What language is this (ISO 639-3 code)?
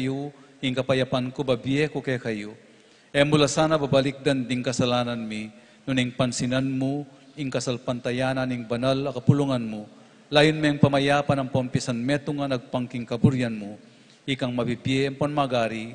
pam